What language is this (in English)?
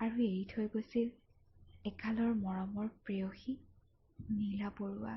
Assamese